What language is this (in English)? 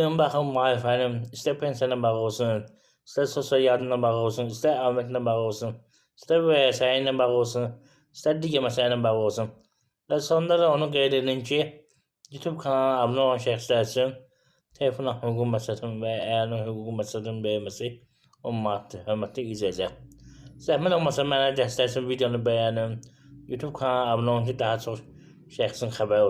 Azerbaijani